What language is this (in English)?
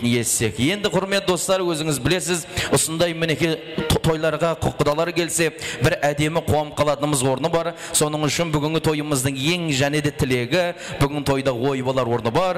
Kara-Kalpak